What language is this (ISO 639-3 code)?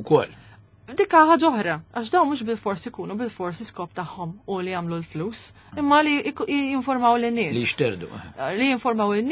mlt